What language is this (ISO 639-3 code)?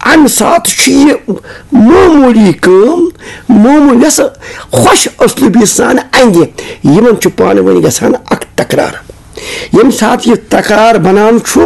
kas